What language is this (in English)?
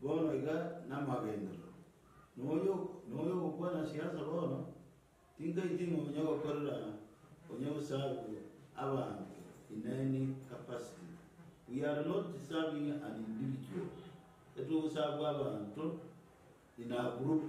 Gusii